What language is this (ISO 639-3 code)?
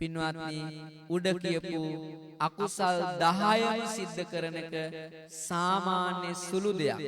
sin